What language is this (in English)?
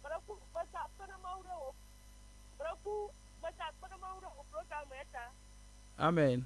Ewe